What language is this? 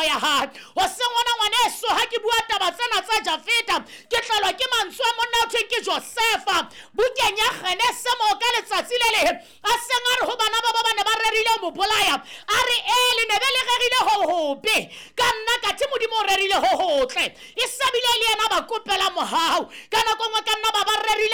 Southern Sotho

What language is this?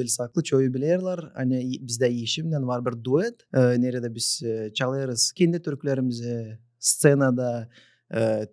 Gagauz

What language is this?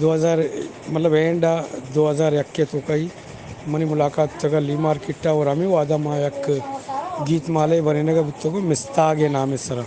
Eastern Balochi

